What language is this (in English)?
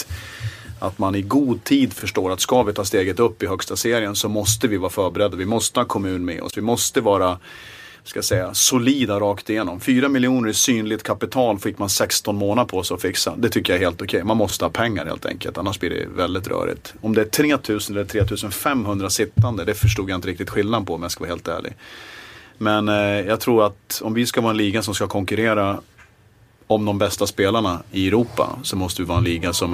Swedish